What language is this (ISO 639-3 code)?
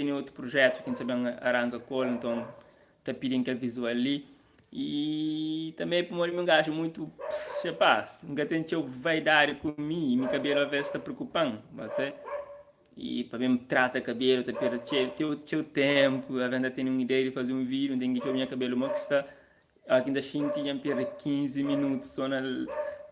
kea